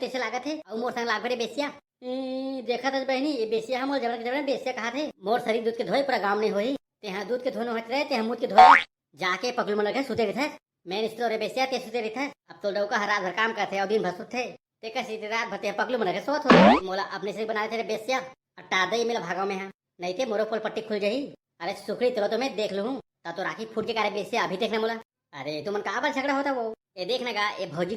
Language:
Chhattisgarhi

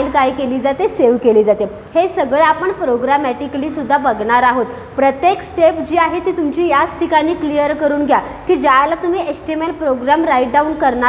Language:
Marathi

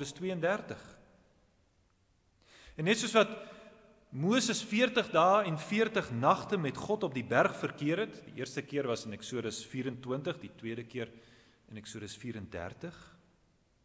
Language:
Afrikaans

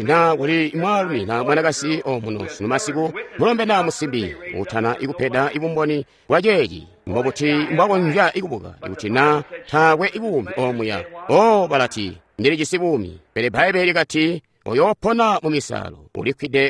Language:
Tonga (Zambia)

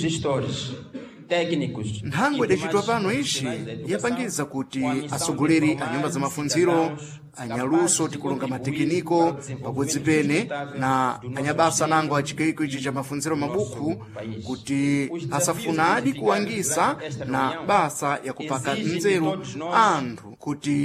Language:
Sena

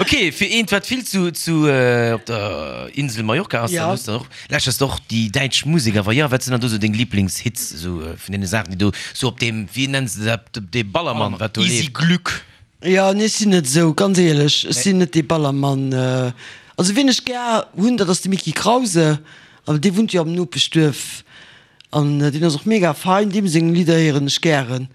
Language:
Luxembourgish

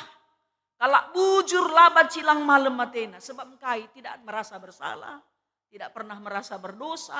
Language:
Batak Karo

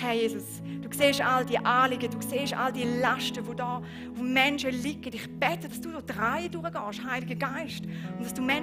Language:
Swiss German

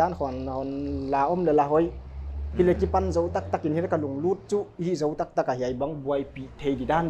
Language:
Paite Chin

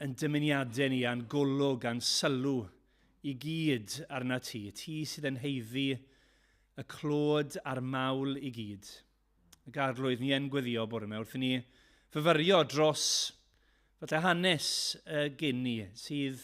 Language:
Welsh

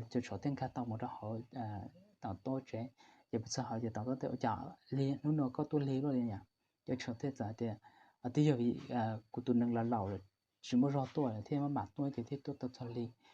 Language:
Hmong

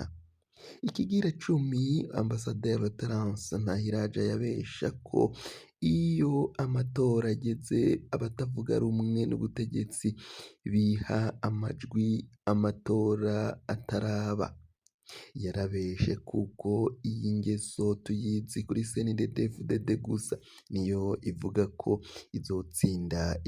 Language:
Rundi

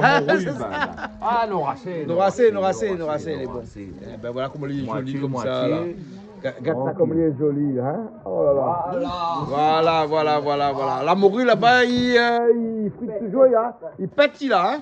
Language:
Réunion Creole French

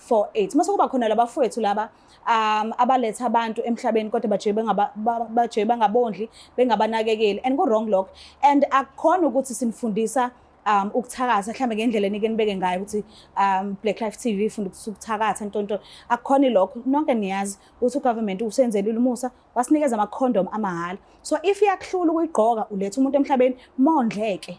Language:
Zulu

